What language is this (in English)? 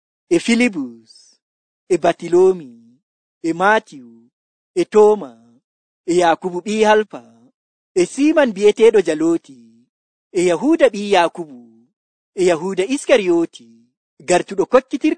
Nigerian Fulfulde